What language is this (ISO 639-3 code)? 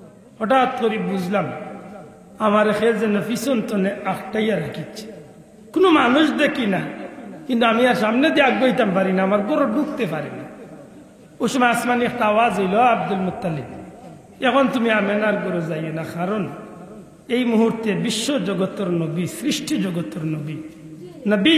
syl